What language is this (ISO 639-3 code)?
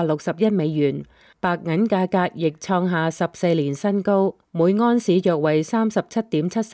yue